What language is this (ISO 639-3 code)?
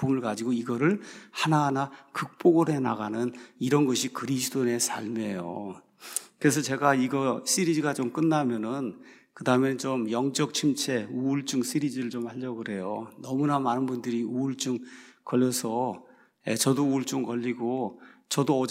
kor